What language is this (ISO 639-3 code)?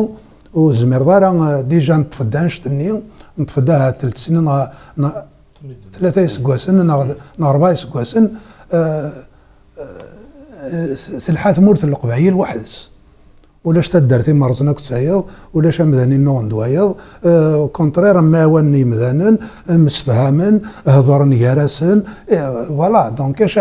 kab